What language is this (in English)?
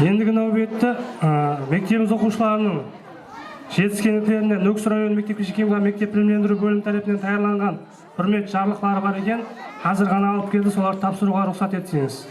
Kara-Kalpak